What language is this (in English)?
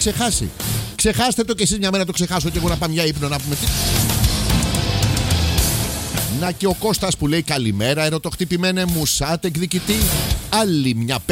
Greek